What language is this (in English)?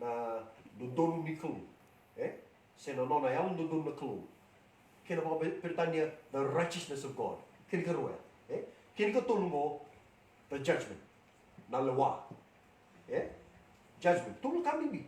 Fijian